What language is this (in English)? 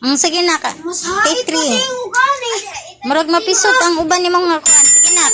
Cebuano